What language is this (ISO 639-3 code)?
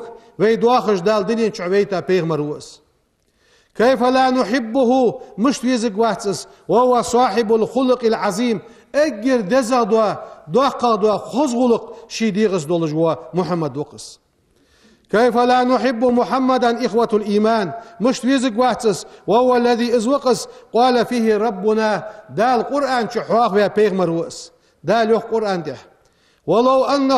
inh